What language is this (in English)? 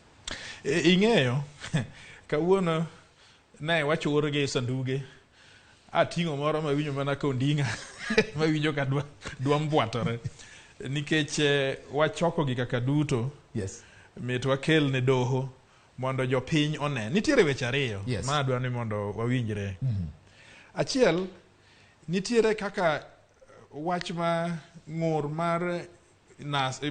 Luo (Kenya and Tanzania)